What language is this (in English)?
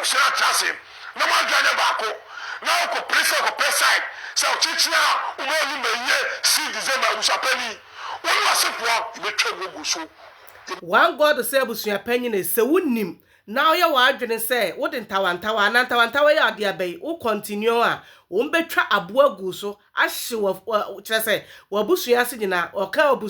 Akan